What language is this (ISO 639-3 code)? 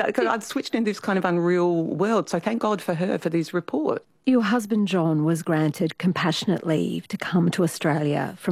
eng